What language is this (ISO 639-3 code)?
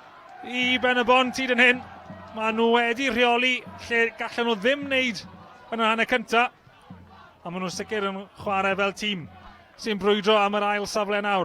cym